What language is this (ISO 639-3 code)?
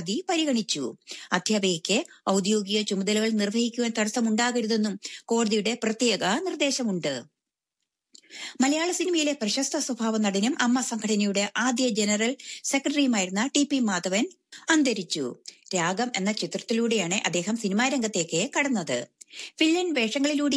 mal